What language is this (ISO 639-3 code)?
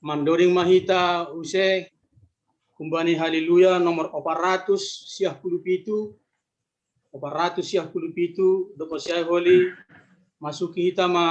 bts